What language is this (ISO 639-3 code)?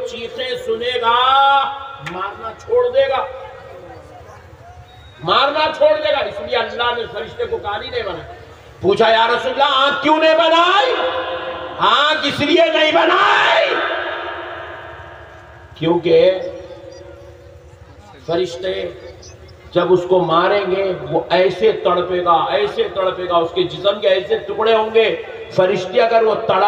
urd